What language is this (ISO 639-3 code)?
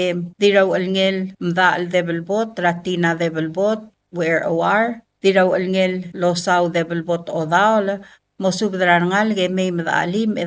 pau